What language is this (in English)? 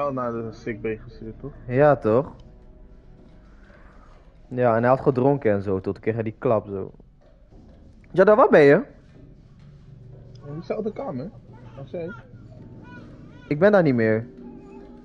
Dutch